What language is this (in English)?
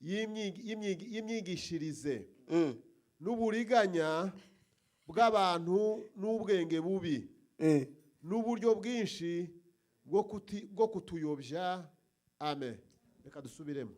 Rundi